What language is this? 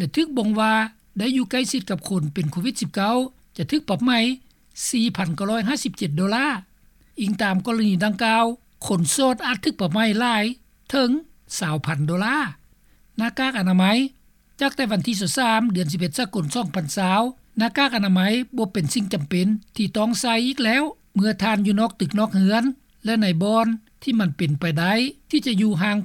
Lao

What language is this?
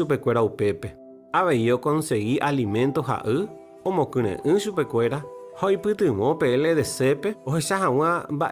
Guarani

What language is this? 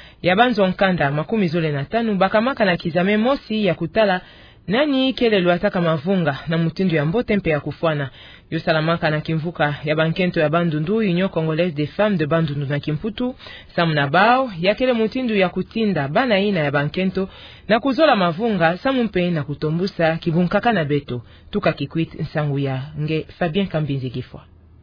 Kituba (Democratic Republic of Congo)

